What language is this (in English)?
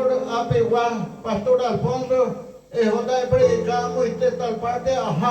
Guarani